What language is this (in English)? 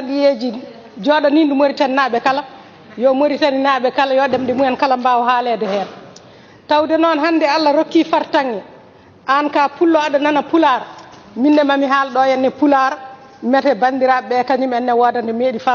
Fula